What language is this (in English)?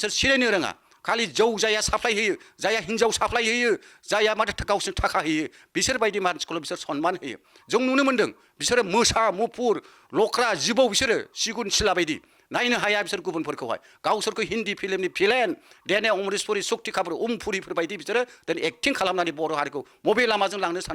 Bodo